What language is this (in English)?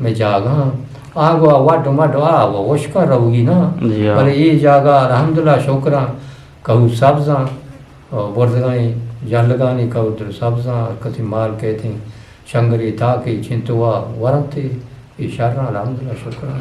Eastern Balochi